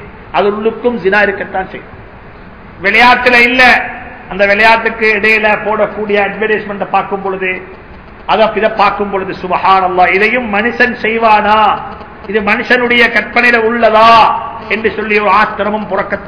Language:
Tamil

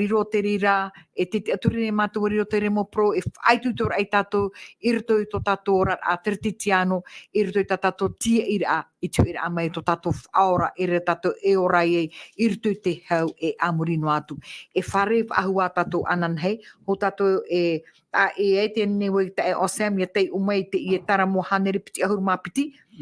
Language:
Tahitian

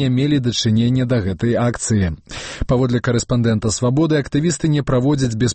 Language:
Belarusian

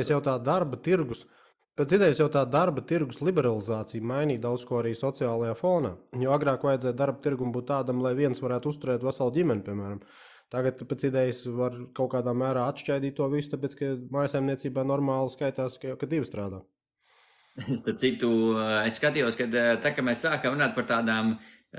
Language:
Latvian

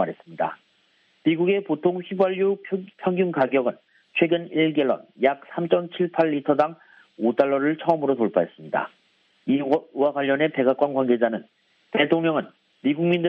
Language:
Korean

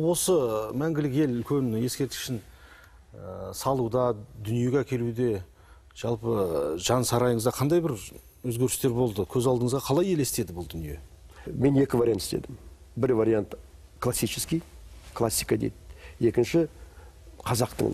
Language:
Kazakh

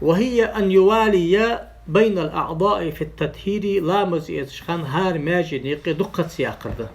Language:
Ingush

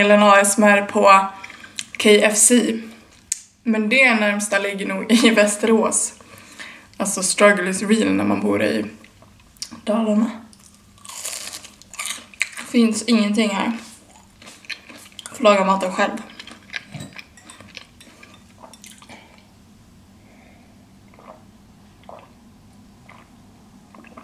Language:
Swedish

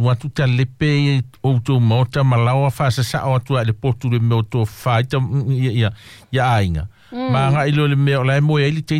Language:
Samoan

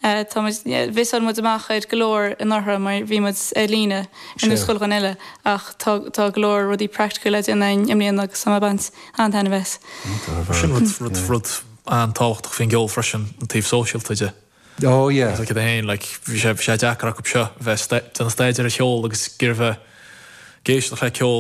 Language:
Irish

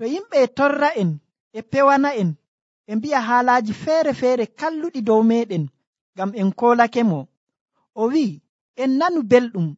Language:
Nigerian Fulfulde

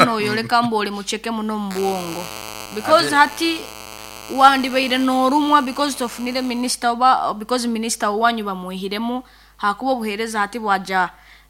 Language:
Nyankole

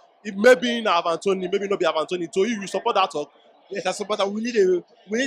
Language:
Nigerian Pidgin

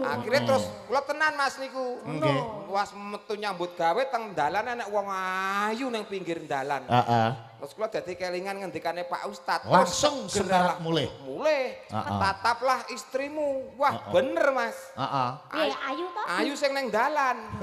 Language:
Javanese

